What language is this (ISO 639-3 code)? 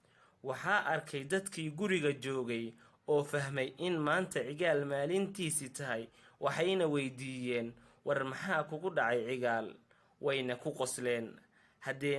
som